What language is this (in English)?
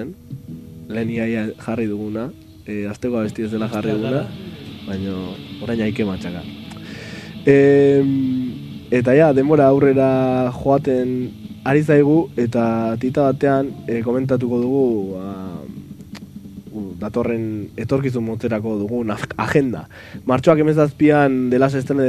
Basque